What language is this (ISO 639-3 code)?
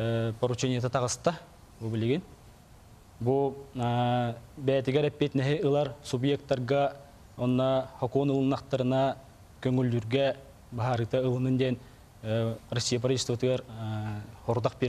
sah